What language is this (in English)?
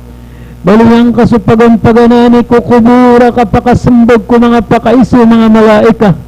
Maranao